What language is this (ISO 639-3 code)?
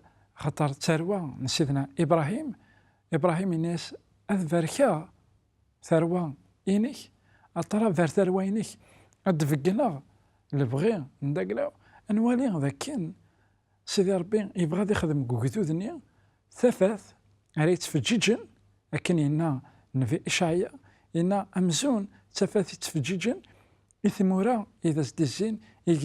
kab